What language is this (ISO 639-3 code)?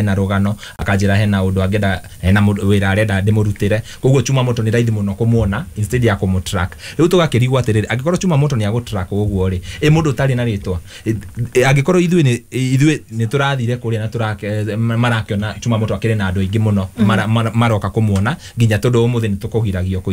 kik